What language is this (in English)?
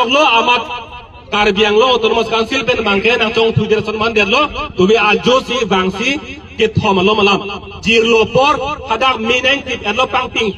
Karbi